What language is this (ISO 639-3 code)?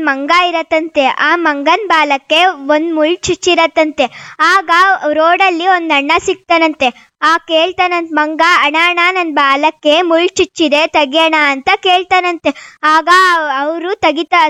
kan